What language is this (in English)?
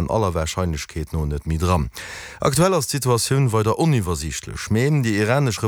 Luxembourgish